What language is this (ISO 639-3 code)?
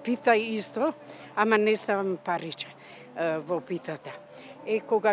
mkd